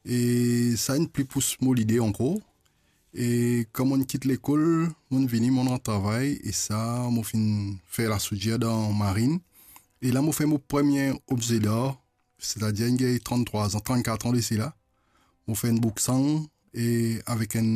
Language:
Morisyen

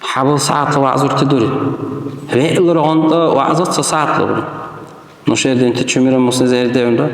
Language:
Dargwa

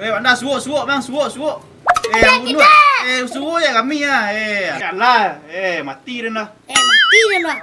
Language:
Minangkabau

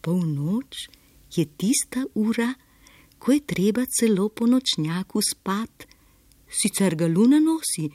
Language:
Slovenian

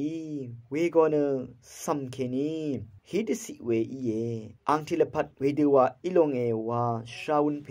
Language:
Rawang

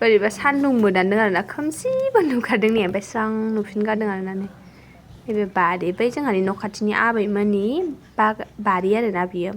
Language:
Bodo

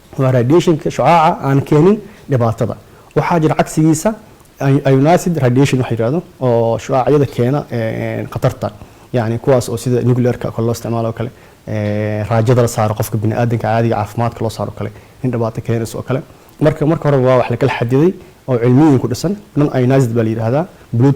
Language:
Somali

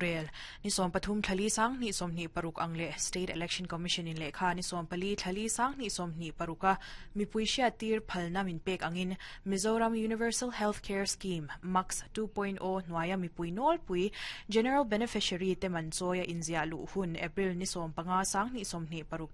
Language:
Mizo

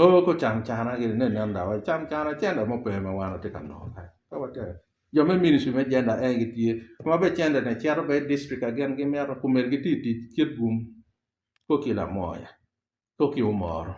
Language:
Acoli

